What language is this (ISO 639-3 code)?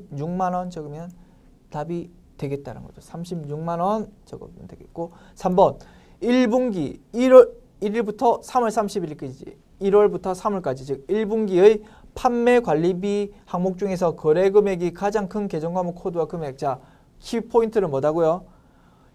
kor